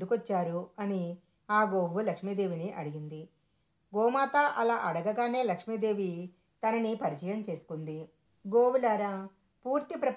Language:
Telugu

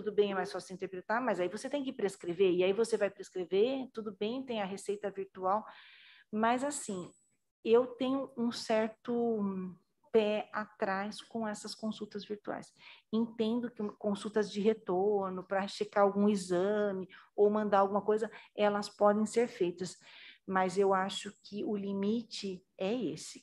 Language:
Portuguese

